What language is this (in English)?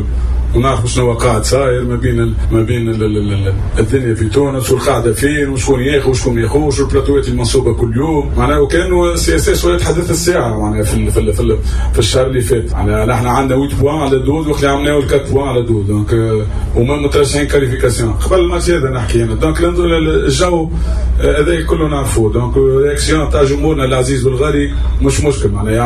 Tunisian Arabic